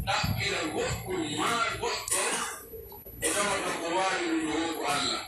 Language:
Pular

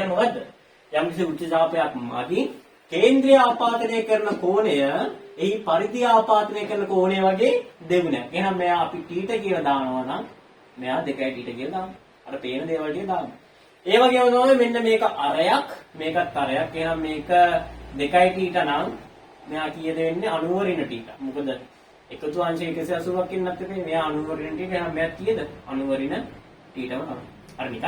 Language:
Sinhala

